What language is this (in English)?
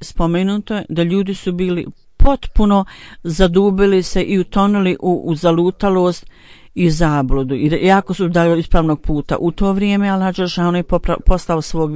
Bosnian